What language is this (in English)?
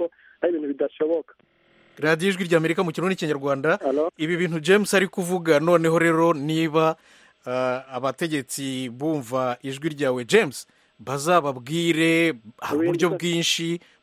Kinyarwanda